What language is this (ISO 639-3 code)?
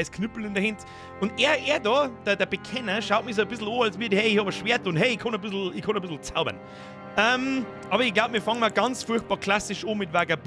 bar